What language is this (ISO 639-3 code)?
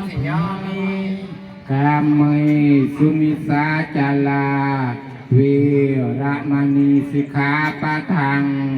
pli